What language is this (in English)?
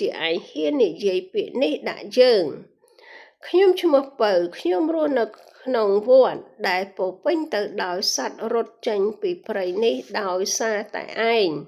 Khmer